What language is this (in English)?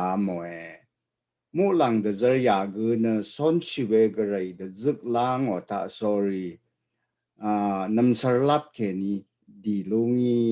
Rawang